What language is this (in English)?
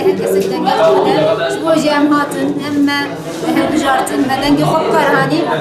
Kurdish